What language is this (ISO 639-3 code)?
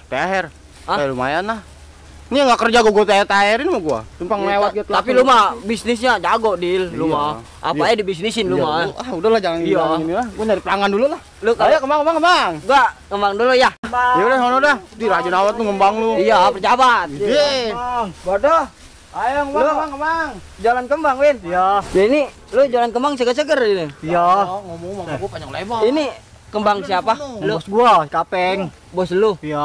bew